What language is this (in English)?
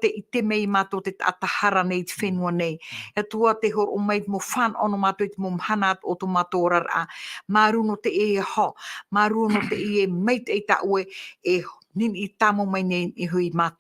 Tahitian